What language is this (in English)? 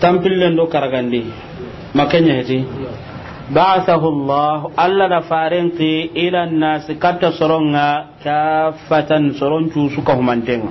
Soninke